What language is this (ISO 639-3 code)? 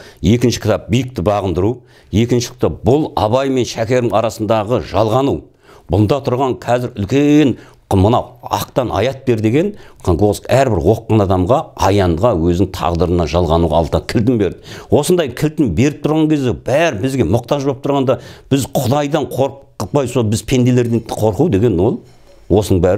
kaz